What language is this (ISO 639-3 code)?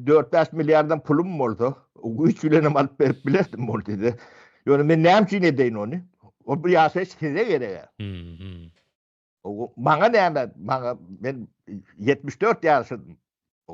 tuk